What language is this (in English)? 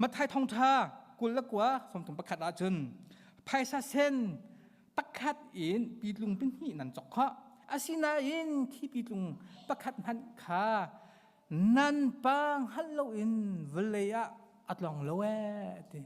Hakha Chin